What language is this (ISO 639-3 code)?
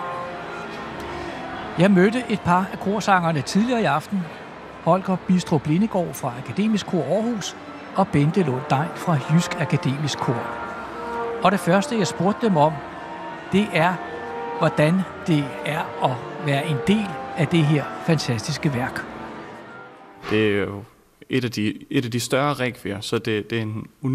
dan